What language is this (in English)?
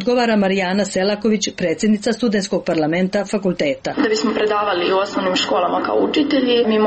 Croatian